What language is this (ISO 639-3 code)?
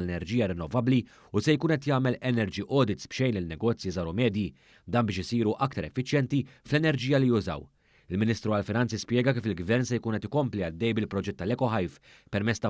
mlt